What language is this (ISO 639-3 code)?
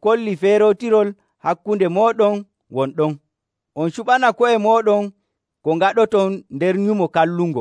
fuv